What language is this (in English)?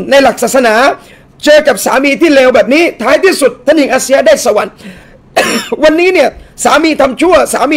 Thai